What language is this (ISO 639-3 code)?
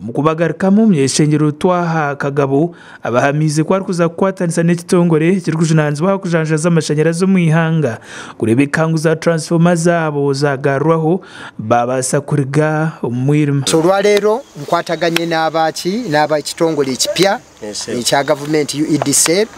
nyn